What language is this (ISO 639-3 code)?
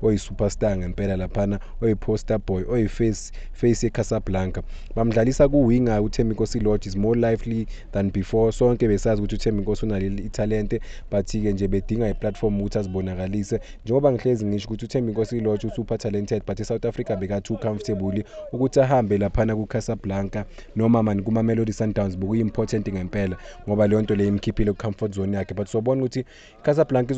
zul